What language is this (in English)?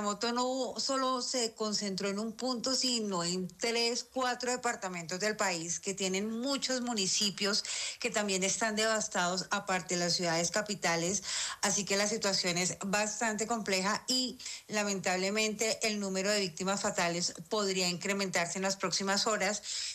Spanish